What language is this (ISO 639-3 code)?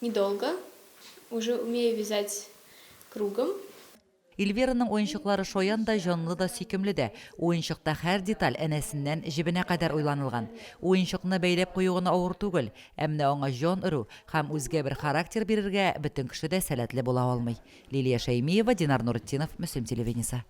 tat